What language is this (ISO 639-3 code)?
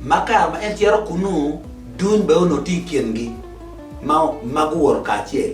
ach